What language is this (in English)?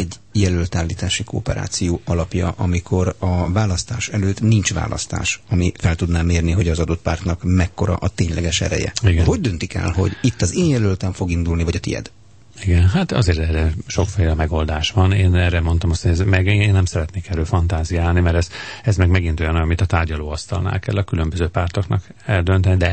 Hungarian